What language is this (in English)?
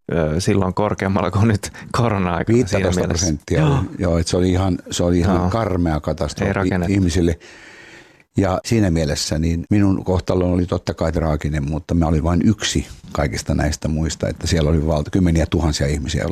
Finnish